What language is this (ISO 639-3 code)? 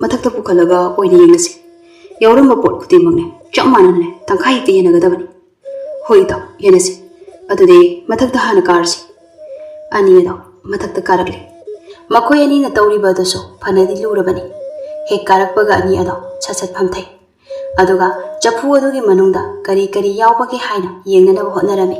mni